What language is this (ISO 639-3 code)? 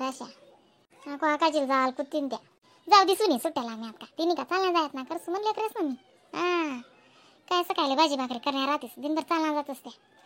khn